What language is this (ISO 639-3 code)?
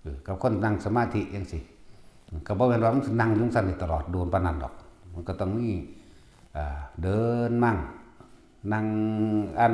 tts